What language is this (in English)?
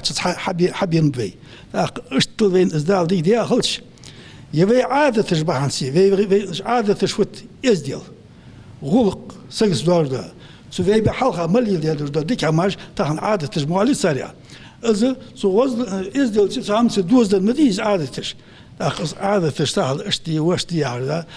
Ingush